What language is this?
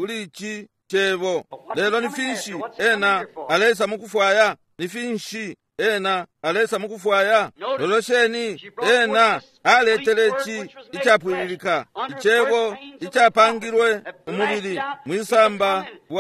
Bemba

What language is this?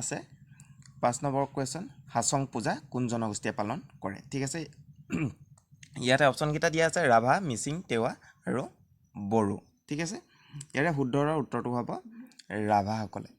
Assamese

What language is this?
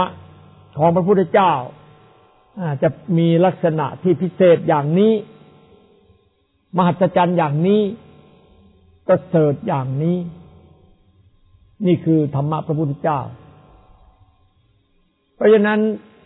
Thai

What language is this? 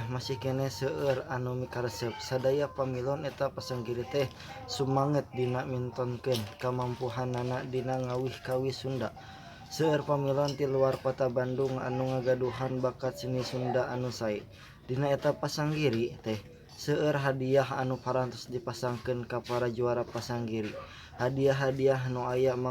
Sundanese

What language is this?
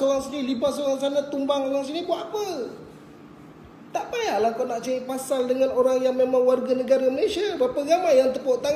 Malay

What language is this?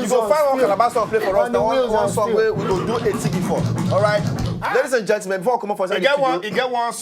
Nigerian Pidgin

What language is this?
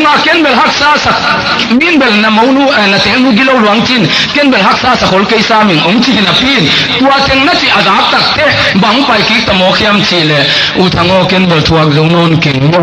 Tedim Chin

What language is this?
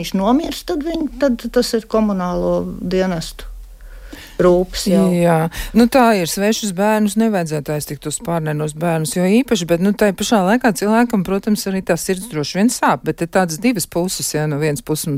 Latvian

